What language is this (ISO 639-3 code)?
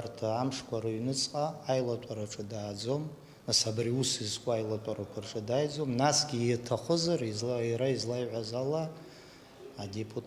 abk